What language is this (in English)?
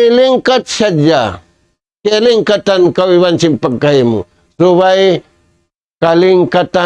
Tausug